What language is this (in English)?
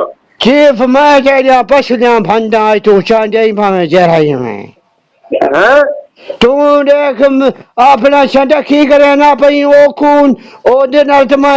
Saraiki